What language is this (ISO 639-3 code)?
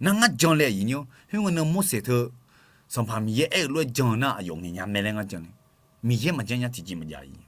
ahk